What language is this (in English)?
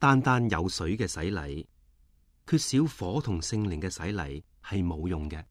Cantonese